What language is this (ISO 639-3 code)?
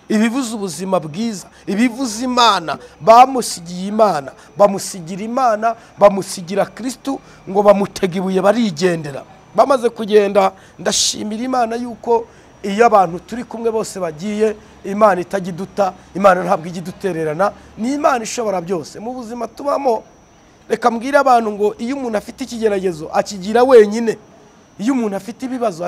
kin